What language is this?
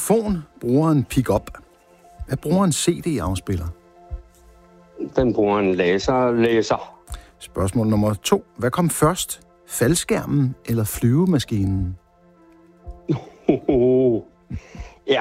Danish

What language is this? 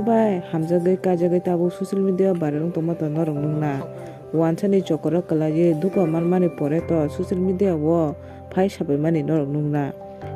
Kok Borok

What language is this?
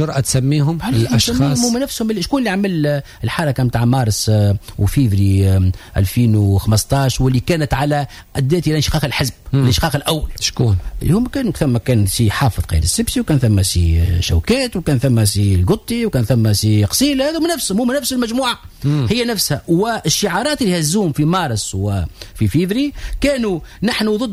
Tunisian Arabic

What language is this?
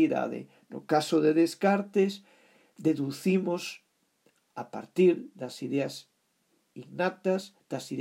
Galician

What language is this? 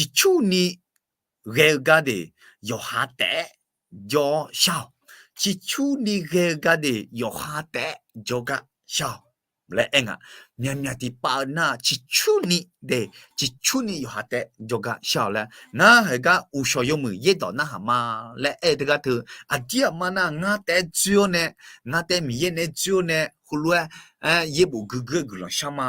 Akha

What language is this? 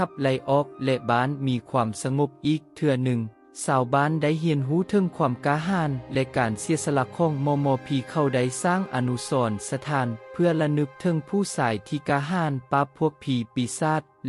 Lao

